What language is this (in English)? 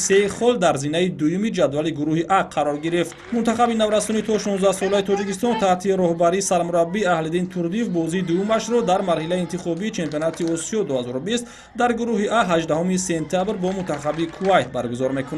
Tajik